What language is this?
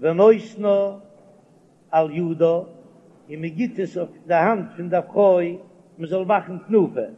Yiddish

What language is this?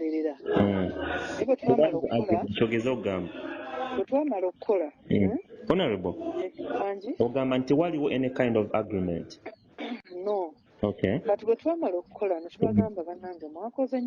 Ganda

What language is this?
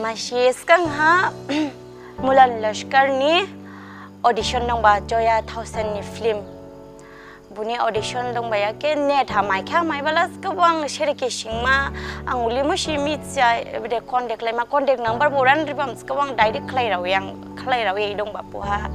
Dimasa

